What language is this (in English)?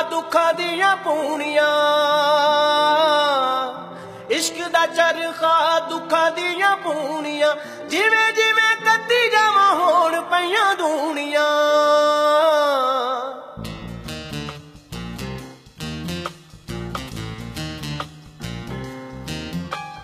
Punjabi